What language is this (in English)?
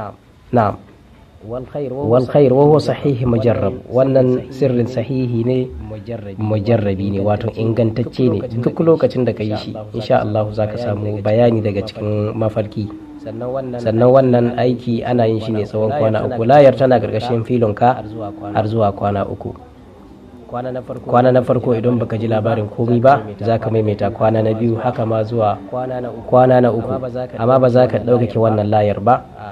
Hausa